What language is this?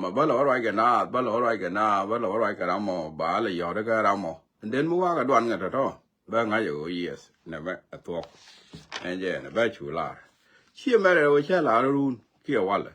Nuer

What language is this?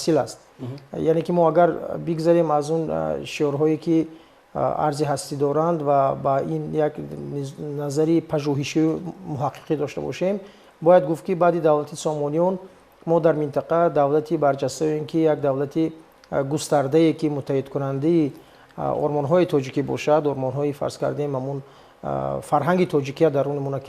Tajik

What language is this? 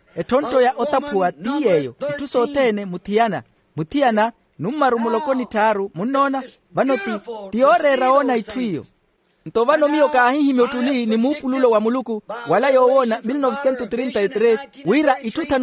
Makhuwa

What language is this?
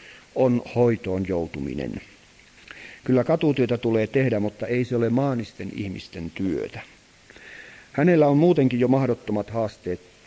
Finnish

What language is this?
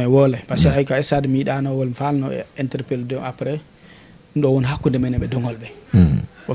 Fula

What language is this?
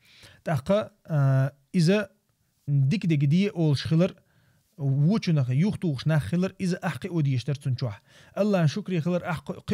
Chechen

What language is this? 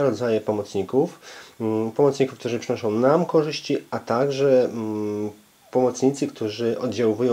Polish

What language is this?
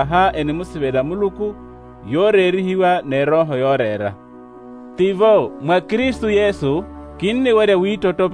Makhuwa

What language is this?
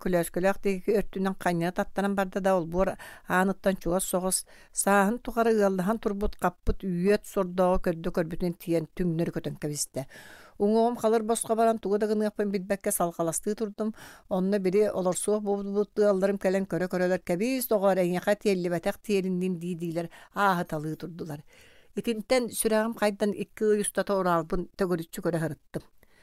Yakut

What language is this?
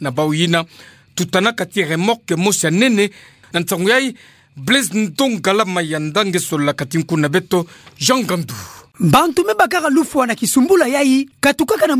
Kituba (Democratic Republic of Congo)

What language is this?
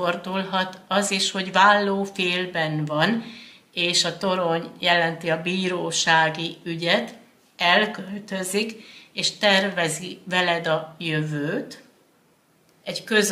Hungarian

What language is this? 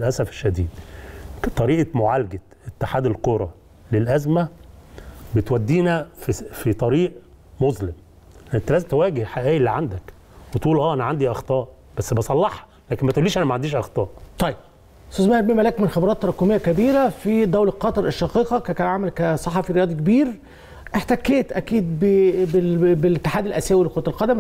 Egyptian Arabic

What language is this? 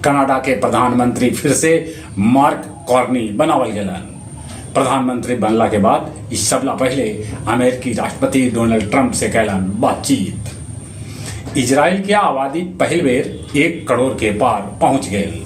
Magahi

